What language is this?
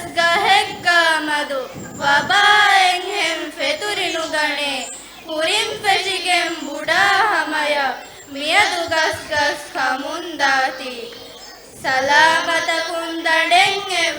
Divehi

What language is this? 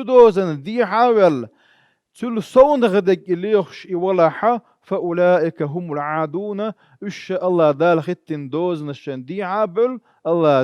Chechen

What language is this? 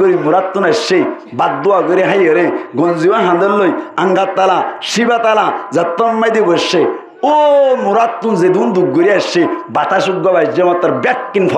Rohingya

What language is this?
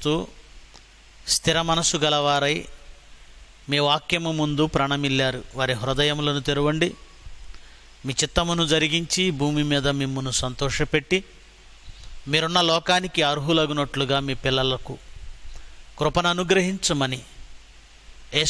Telugu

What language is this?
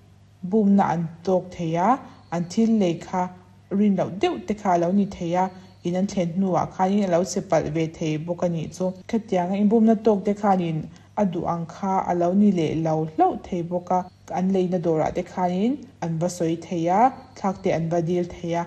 Mizo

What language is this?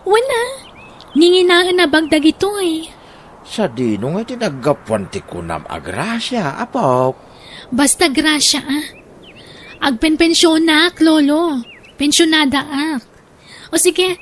Iloko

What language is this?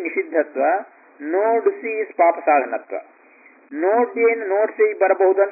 Kannada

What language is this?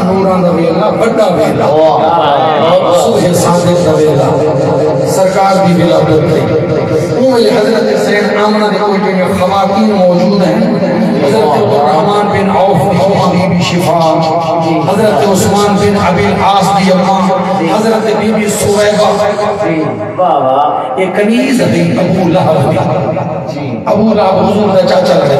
Saraiki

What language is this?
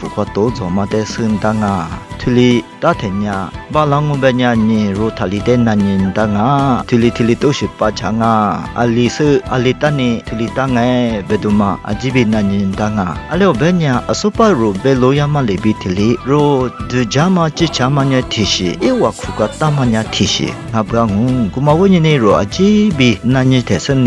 Lisu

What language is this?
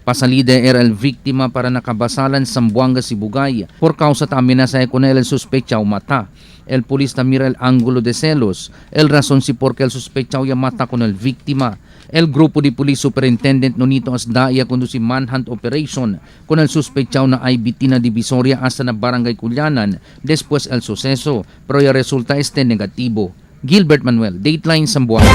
Chavacano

